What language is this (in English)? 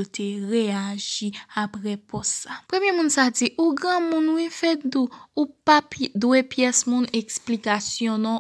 Haitian Creole